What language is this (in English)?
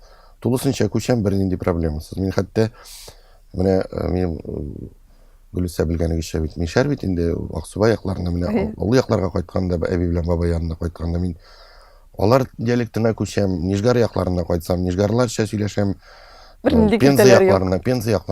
Tatar